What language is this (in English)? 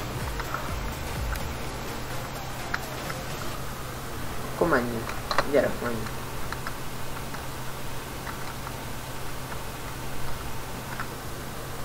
Hungarian